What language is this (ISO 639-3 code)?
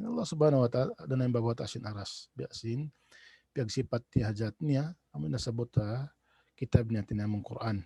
tsg